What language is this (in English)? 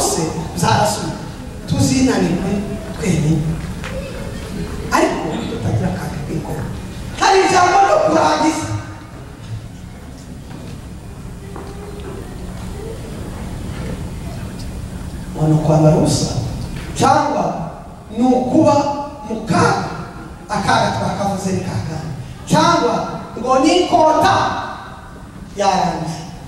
Kinyarwanda